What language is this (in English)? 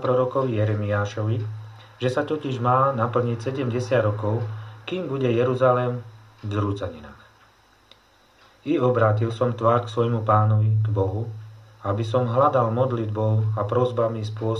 Slovak